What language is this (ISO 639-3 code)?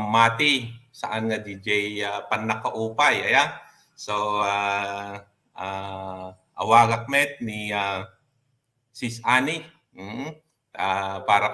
ilo